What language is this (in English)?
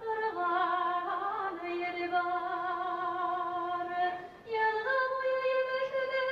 Bashkir